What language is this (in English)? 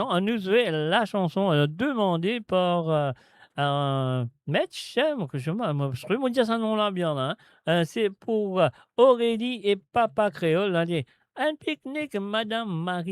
Morisyen